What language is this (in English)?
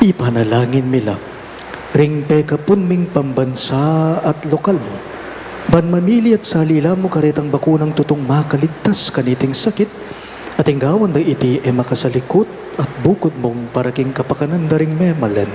Pampanga